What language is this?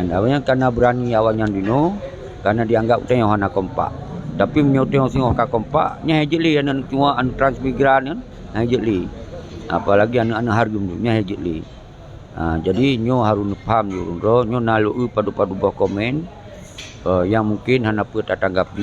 Achinese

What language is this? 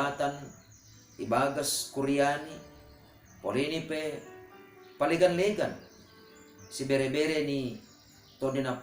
Batak Simalungun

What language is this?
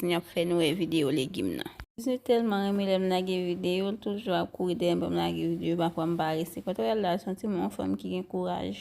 Haitian Creole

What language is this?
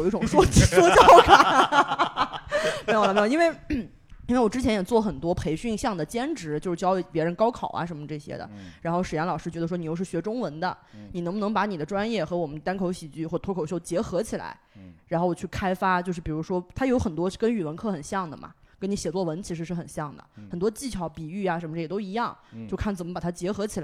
Chinese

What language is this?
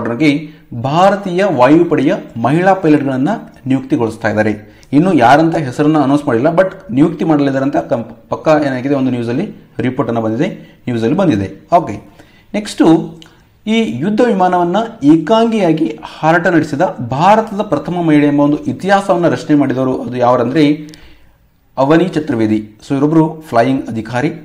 Kannada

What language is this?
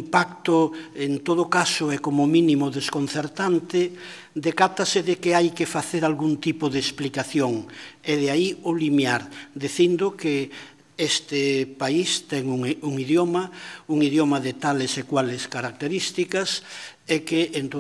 Galician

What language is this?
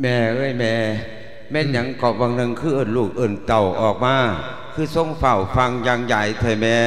Lao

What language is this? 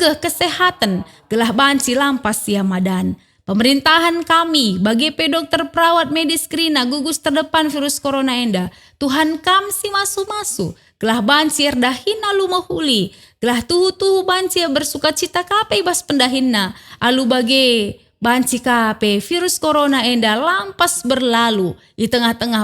Batak Karo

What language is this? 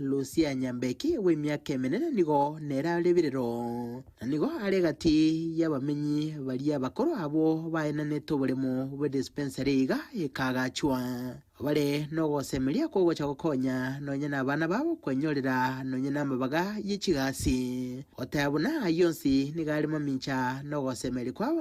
Gusii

